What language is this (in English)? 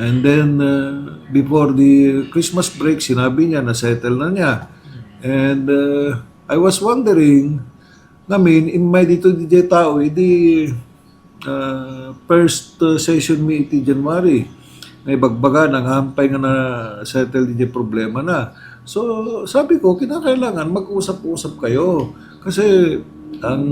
Iloko